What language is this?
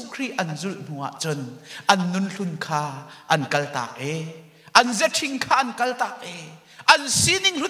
Hakha Chin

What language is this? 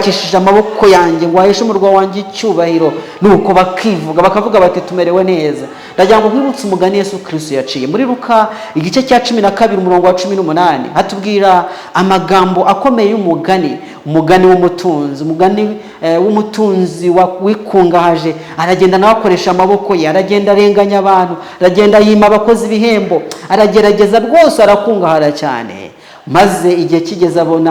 Kinyarwanda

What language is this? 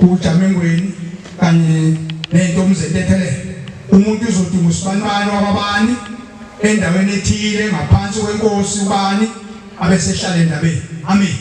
Zulu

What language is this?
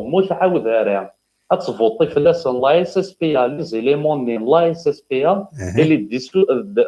Kabyle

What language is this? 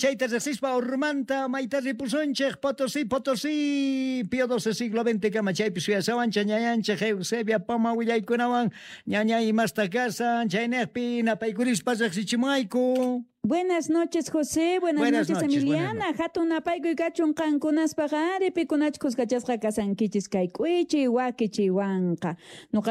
South Bolivian Quechua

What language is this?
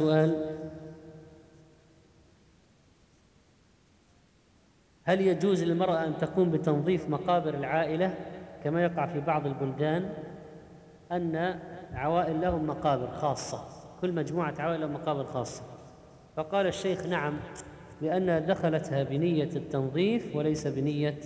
Arabic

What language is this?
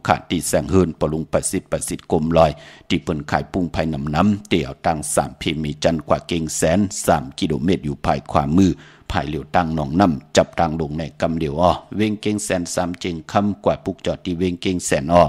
Shan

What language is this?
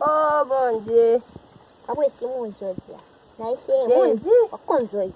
Haitian Creole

